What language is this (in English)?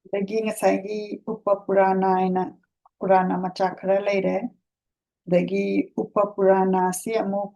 Manipuri